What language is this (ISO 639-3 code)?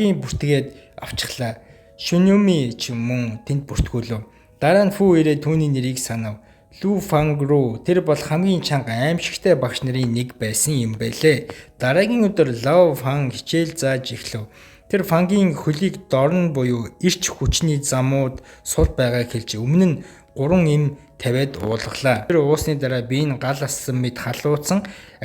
mon